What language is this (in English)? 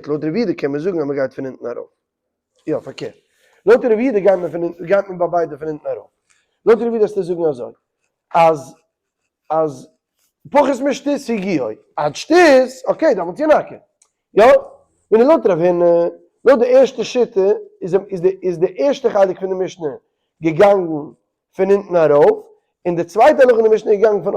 Yiddish